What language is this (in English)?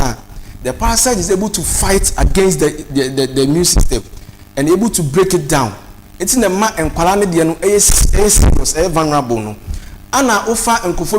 Akan